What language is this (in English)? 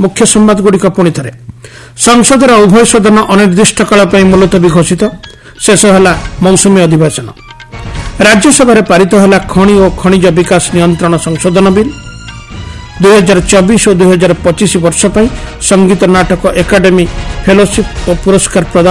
Odia